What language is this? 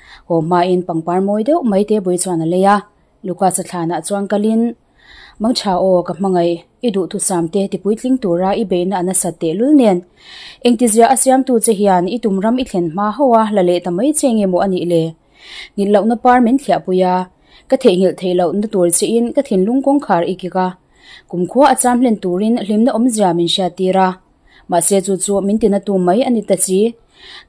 Mizo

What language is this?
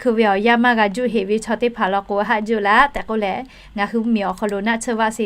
Lahu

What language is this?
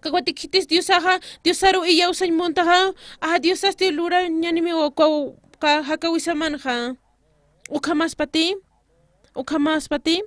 Aymara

